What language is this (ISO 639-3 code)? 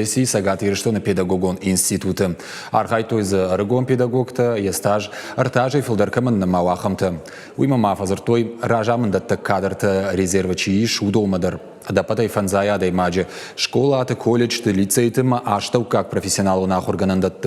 oss